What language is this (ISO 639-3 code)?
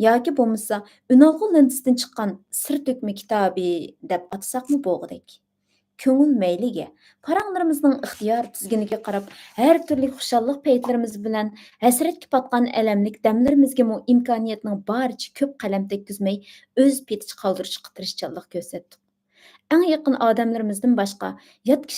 uig